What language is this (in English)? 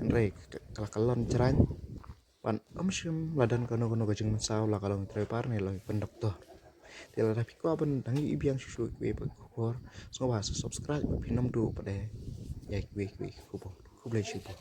Khasi